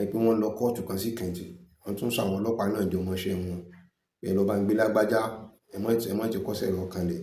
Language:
Yoruba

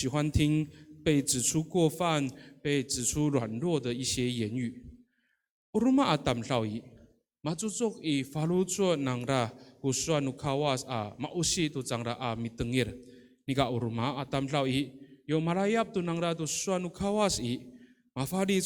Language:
Amis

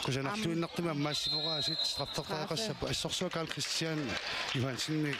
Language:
Kalaallisut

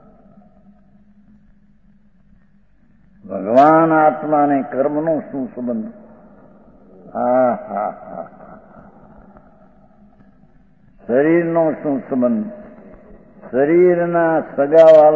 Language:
Gujarati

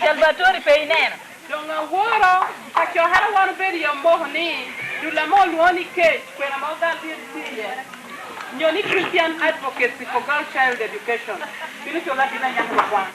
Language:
Lango (Uganda)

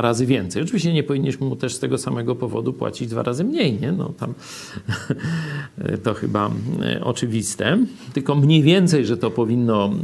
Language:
Polish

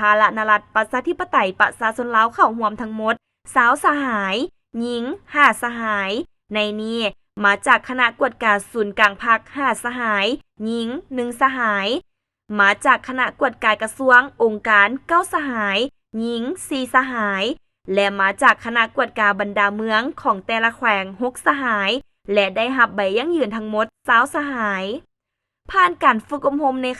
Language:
Lao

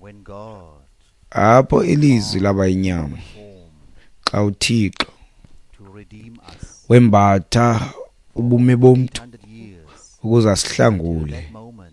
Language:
Xhosa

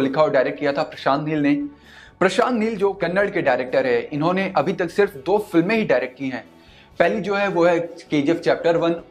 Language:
Hindi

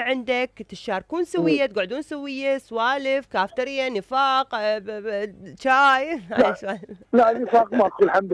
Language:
Mesopotamian Arabic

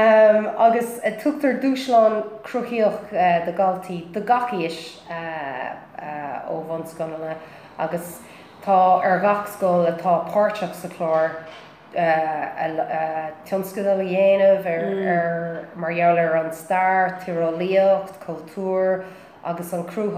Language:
Irish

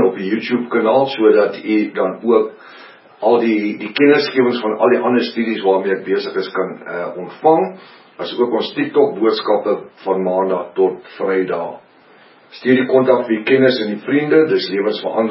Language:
Afrikaans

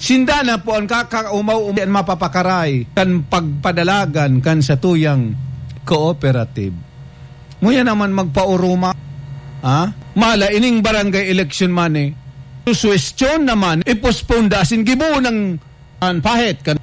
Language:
Bikol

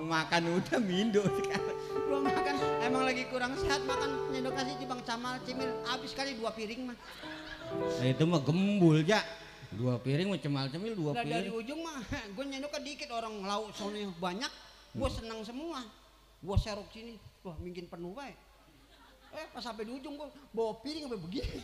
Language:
Betawi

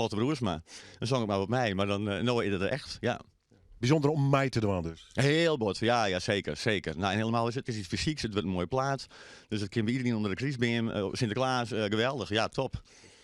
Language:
Western Frisian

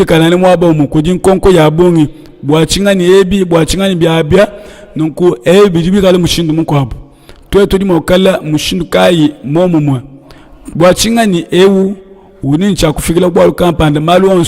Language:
Luba-Lulua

